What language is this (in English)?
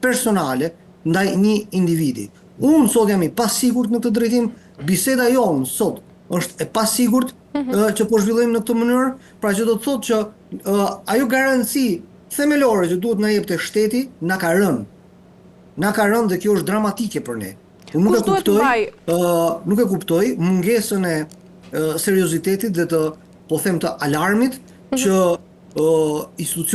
Albanian